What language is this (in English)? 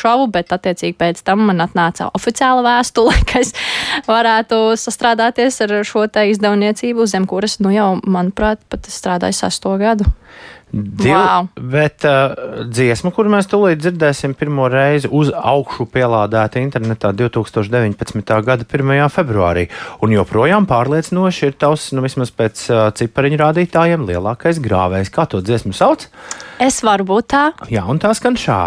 Latvian